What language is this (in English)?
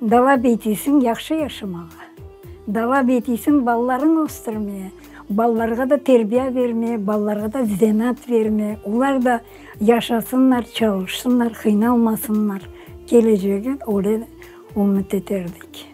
Crimean Tatar